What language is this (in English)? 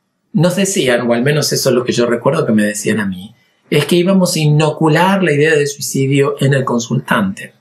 Spanish